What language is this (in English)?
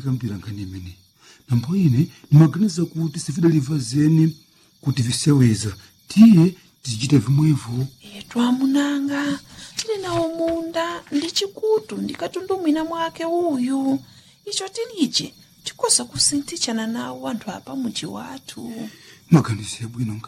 Nyanja